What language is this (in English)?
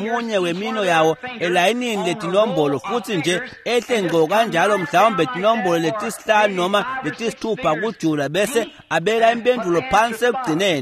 Swati